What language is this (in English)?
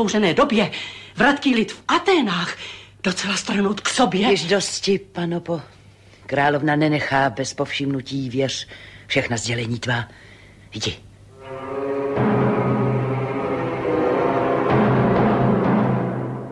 Czech